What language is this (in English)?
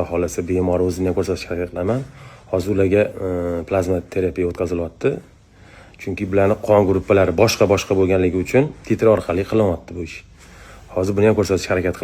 Uzbek